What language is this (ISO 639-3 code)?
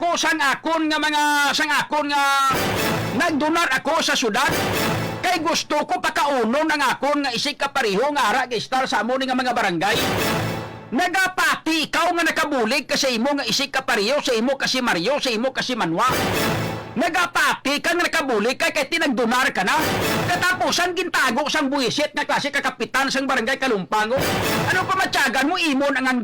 hil